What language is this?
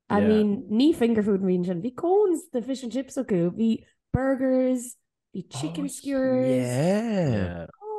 Irish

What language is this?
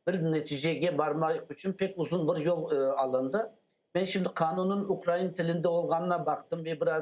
Crimean Tatar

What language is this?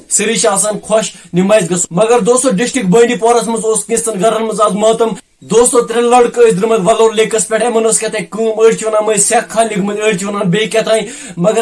Kashmiri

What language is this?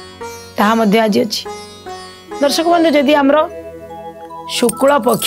Odia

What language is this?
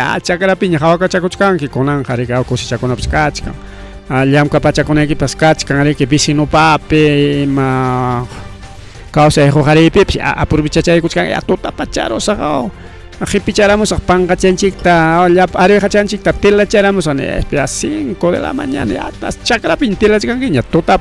Ayacucho Quechua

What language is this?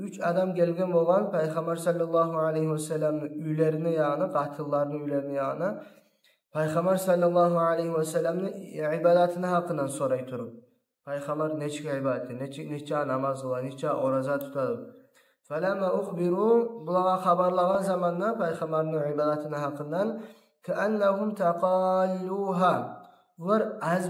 Kumyk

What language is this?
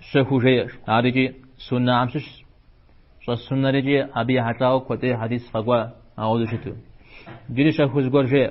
Kabardian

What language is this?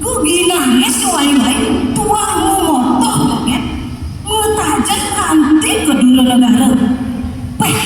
Balinese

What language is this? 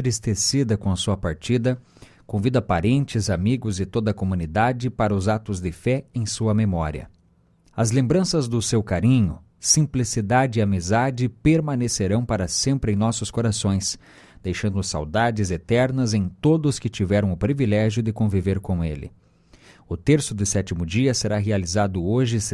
Portuguese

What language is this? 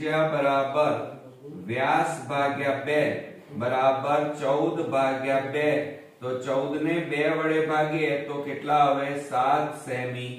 Gujarati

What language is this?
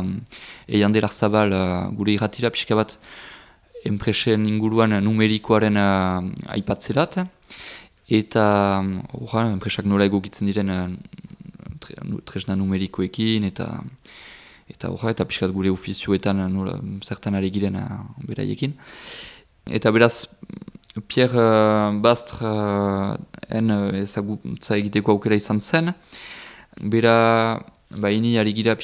Basque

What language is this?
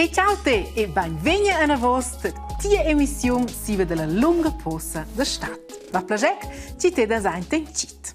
Romansh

